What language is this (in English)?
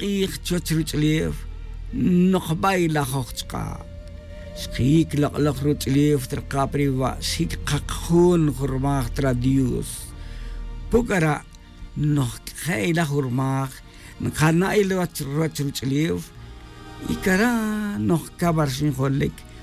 Tz'utujil